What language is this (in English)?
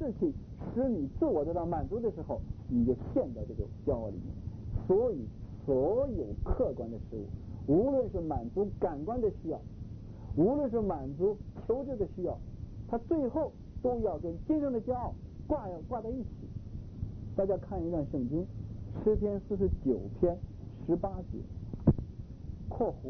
Chinese